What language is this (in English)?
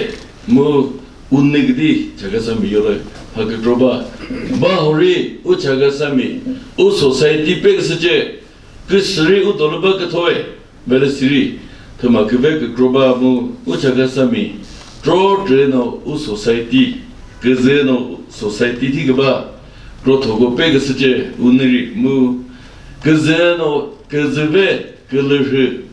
Chokri Naga